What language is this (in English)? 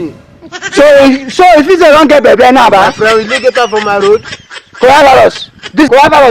Nigerian Pidgin